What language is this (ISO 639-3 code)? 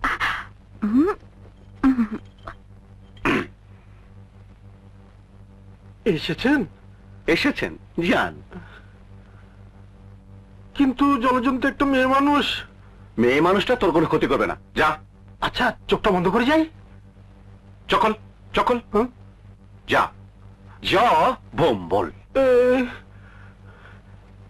ben